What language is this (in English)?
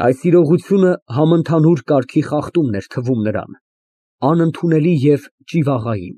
Armenian